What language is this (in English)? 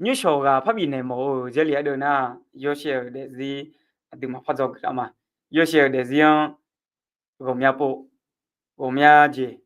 Akha